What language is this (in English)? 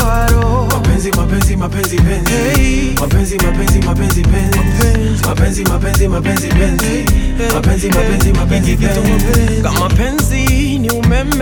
Swahili